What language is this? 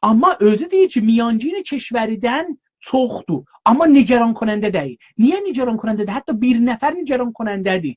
South Azerbaijani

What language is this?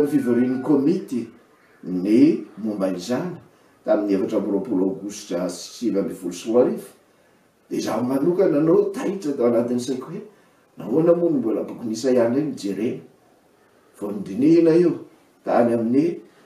Malagasy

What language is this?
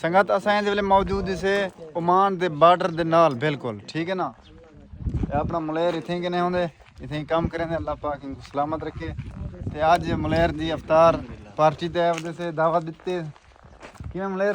Saraiki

